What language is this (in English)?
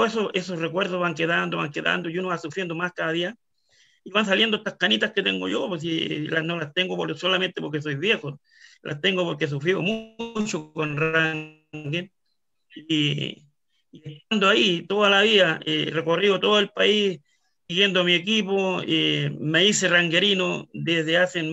Spanish